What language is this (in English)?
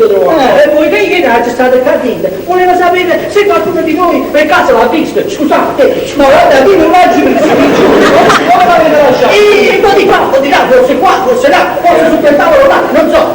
Neapolitan